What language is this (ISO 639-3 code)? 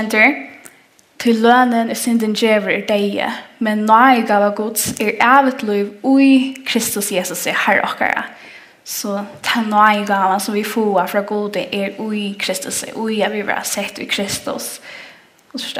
fao